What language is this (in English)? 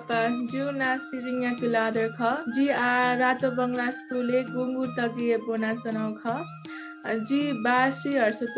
Newari